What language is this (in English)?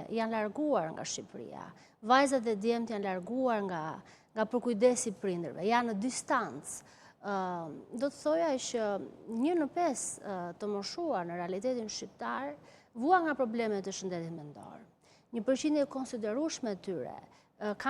Albanian